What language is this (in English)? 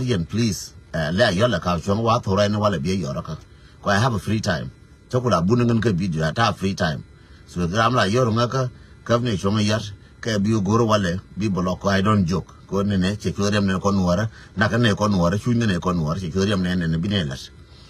Nuer